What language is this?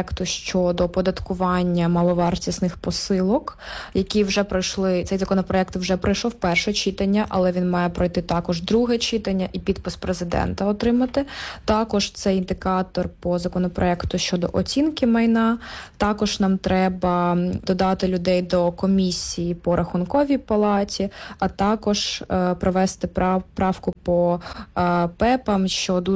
Ukrainian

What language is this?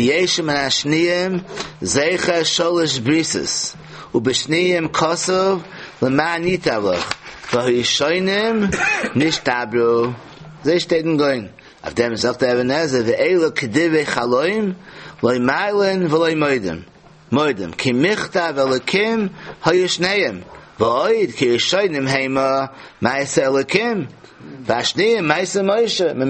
Yiddish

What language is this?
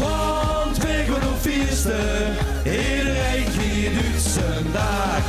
Limburgish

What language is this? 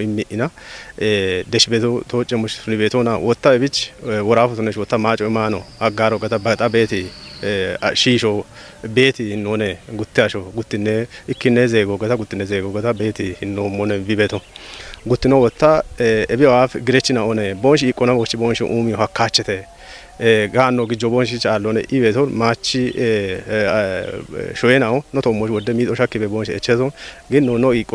Kafa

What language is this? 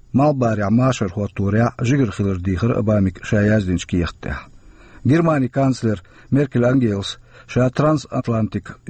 Chechen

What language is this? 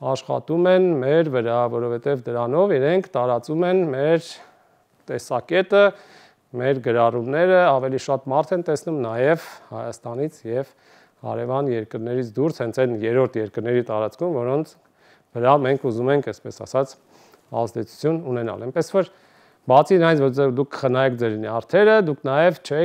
Armenian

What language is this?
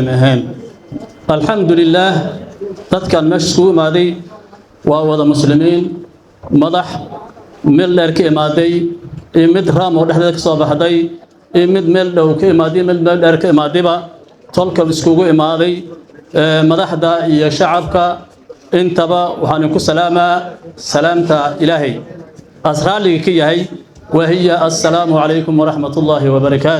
Somali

